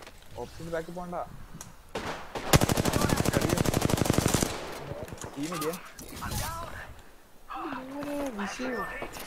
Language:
Malayalam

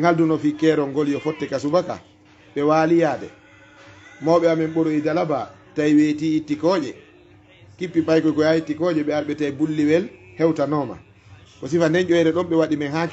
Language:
Fula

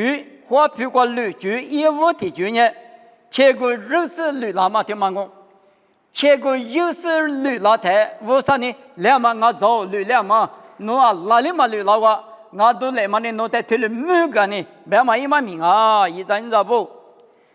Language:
Lisu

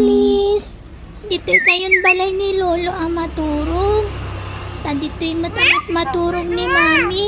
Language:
Iloko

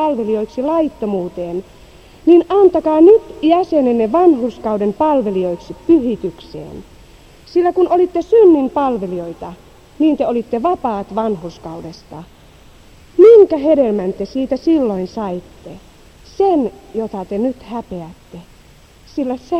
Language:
Finnish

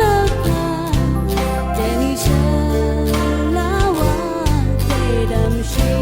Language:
Rawang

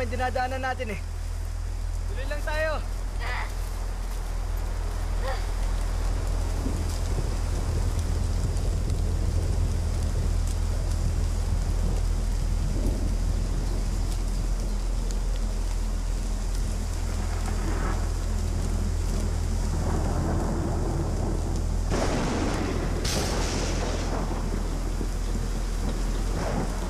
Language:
Filipino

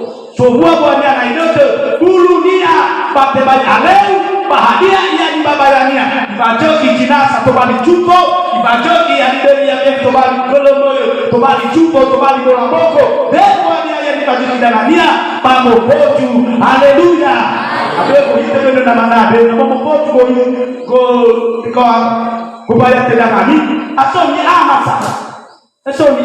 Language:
Nias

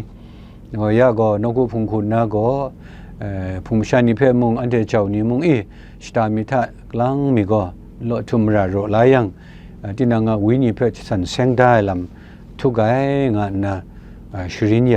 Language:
Kachin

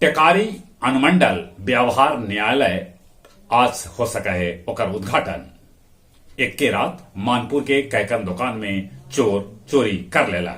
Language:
Magahi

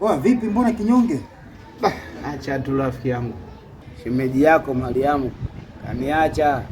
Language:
Swahili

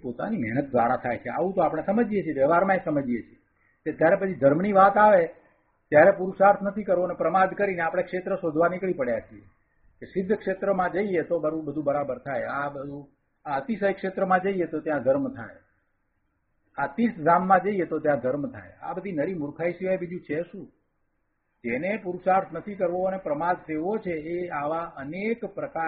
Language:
Gujarati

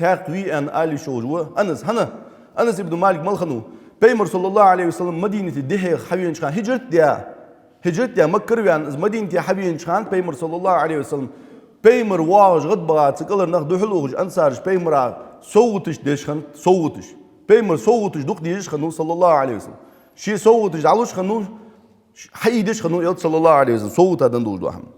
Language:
Ingush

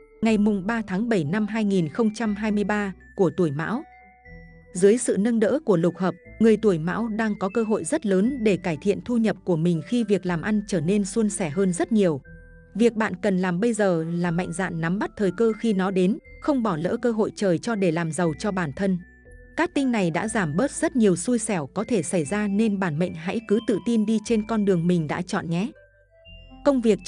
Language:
Vietnamese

